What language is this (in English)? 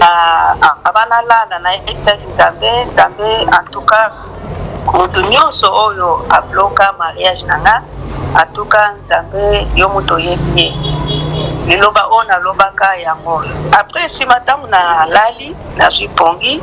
Lingala